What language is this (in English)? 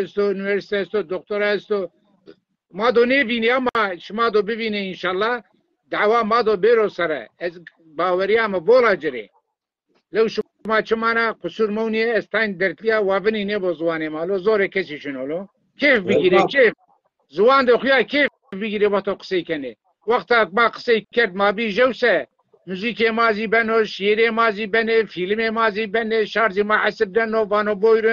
Zaza